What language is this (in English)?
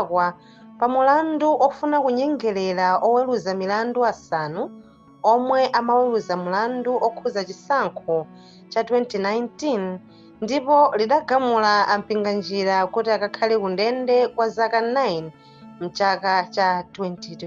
Nyanja